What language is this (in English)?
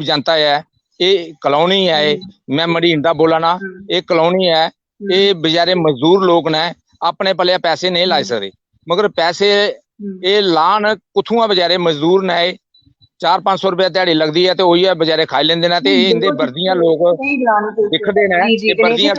Dogri